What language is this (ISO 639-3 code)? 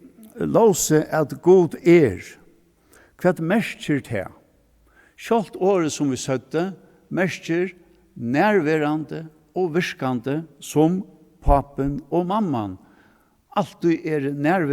fao